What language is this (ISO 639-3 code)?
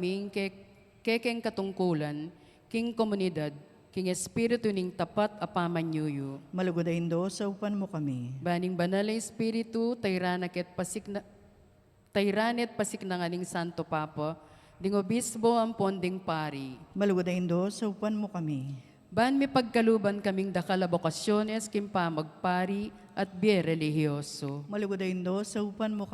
pam